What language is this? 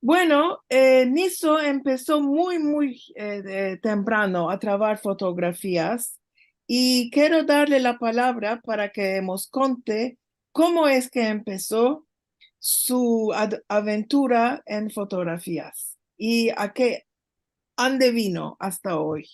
Ladino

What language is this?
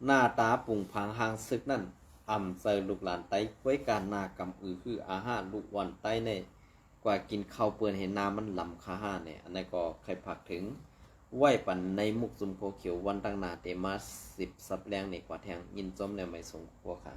Shan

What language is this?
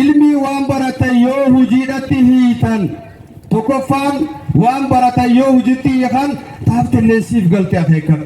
Oromo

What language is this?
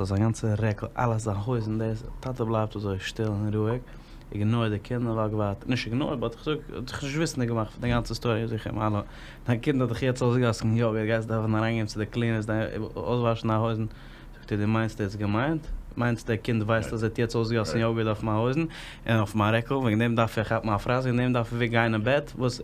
Yiddish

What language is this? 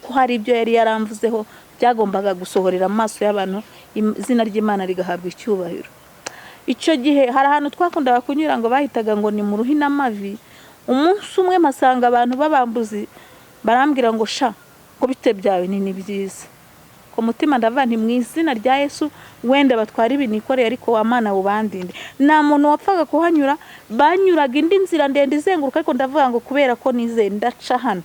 Kinyarwanda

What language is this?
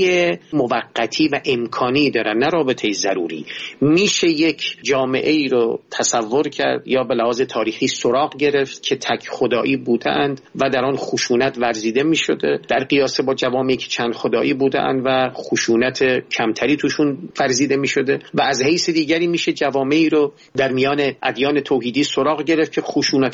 Persian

